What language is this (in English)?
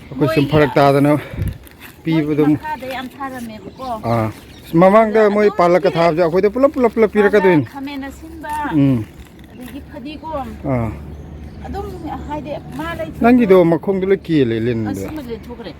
Manipuri